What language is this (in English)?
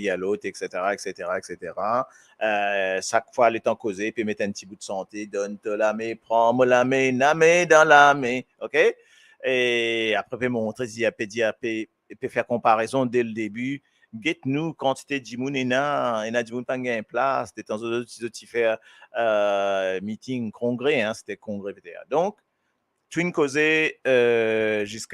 Morisyen